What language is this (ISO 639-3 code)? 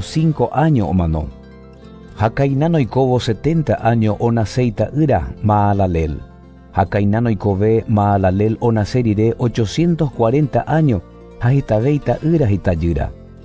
grn